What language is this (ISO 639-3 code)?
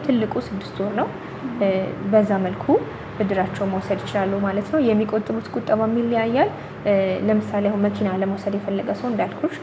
amh